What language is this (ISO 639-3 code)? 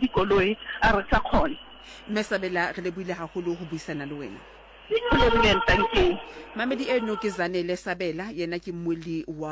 sot